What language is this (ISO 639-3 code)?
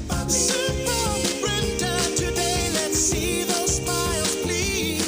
nyn